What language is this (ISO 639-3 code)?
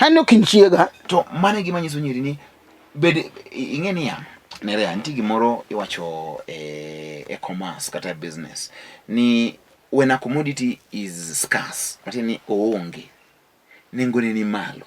luo